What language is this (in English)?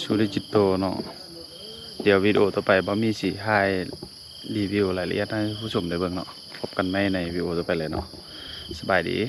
Lao